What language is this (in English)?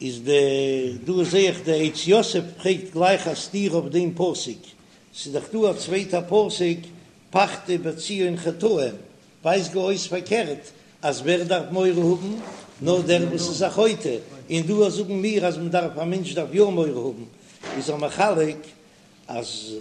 Yiddish